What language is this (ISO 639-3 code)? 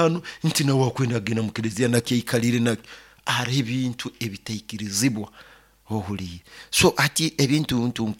nyo